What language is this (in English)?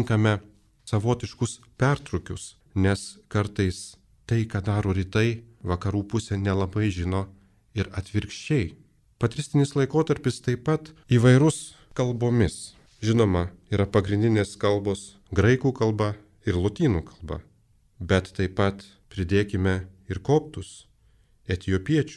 Lithuanian